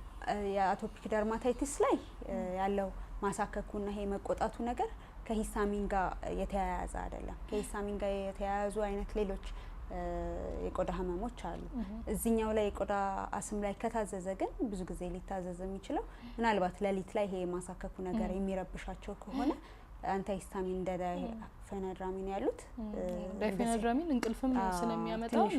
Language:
Amharic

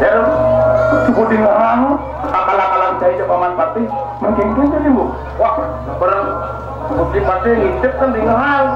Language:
Balinese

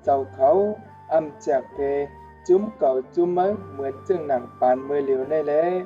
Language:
Shan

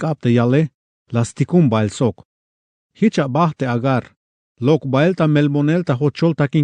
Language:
Tzeltal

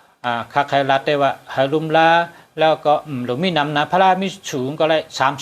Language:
Shan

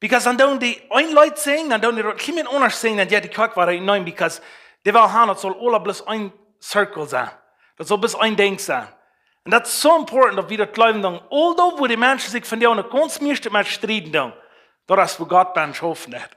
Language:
Plautdietsch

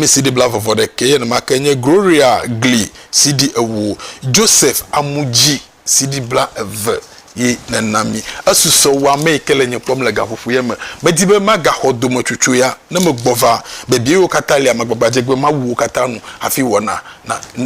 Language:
Ewe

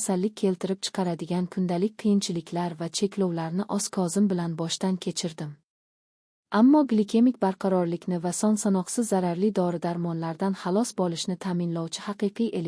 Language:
Uzbek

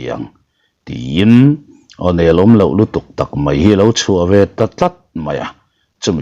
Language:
Mizo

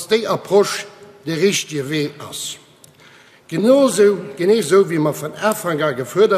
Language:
Luxembourgish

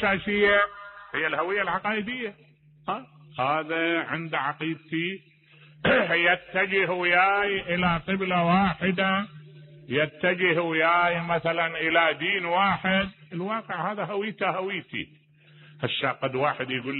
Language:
Mesopotamian Arabic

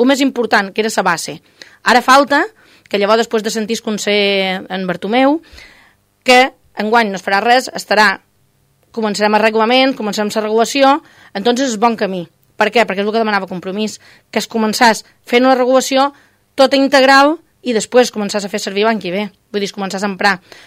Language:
Catalan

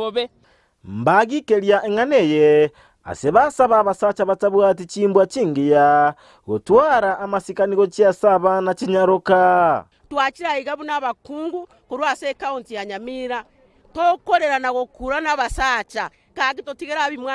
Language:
Gusii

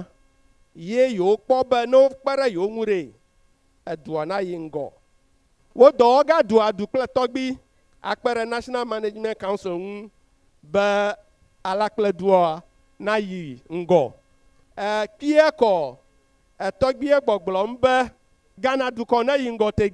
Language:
Ewe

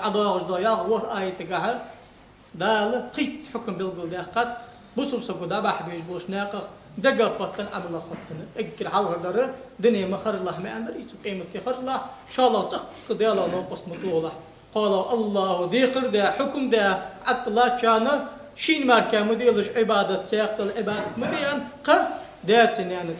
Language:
Ingush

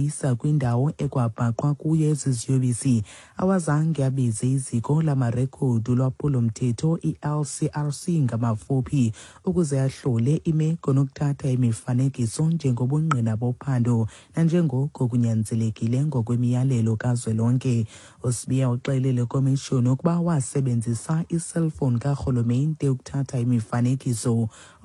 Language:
Xhosa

